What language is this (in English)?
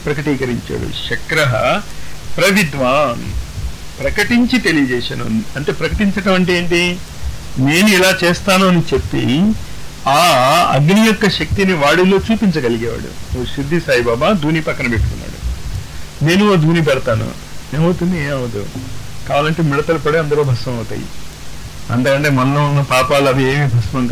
Telugu